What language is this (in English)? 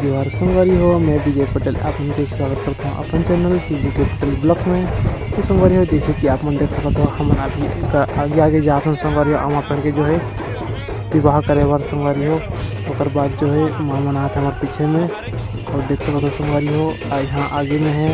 Chhattisgarhi